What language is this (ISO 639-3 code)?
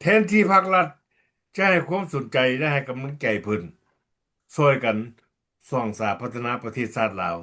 lao